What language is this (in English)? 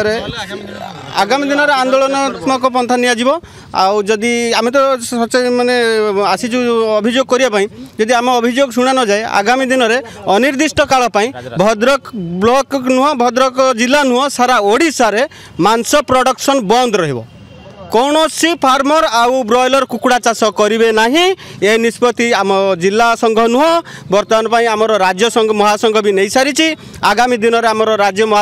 Odia